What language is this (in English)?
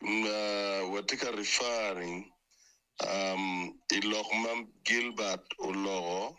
Acoli